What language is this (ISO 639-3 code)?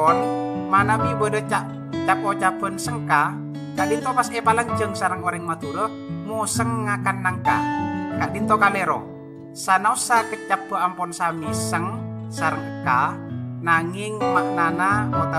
mad